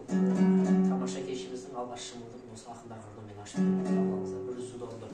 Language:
Kazakh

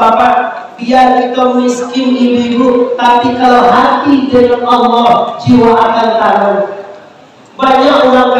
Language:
Minangkabau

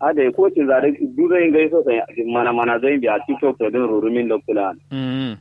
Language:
Kanuri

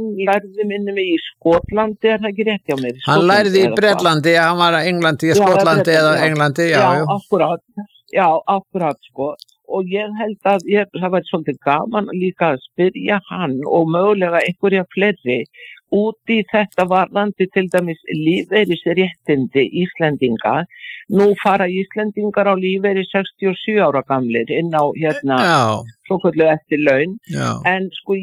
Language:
Icelandic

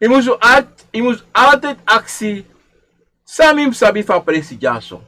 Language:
Sranan Tongo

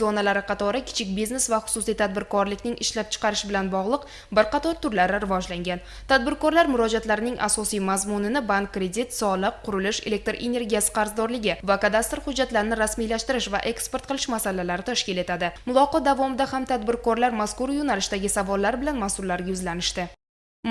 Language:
Uzbek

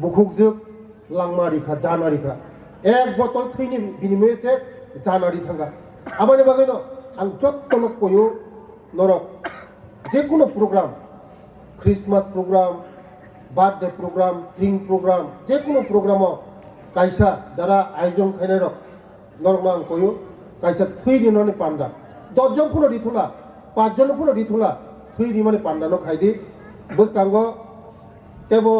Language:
Kok Borok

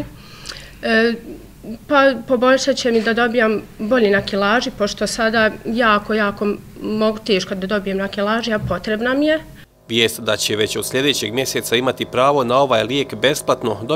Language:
Bosnian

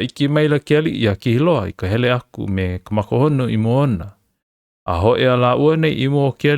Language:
Hawaiian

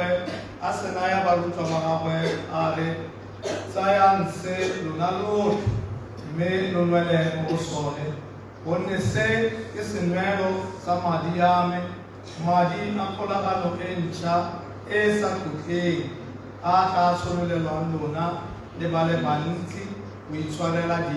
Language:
Tswana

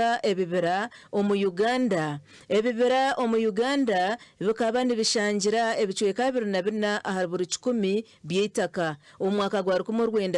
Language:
Nyankole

